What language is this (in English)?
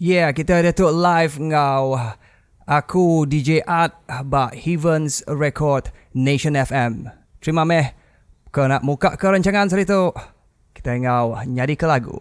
Iban